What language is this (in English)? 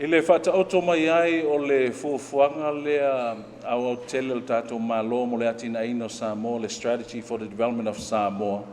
Samoan